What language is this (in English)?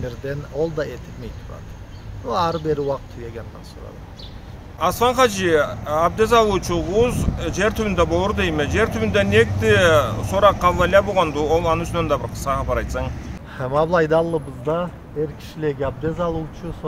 Karachay-Balkar